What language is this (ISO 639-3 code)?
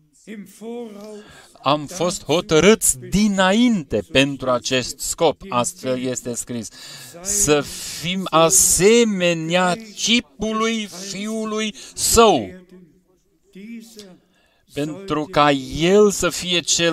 ron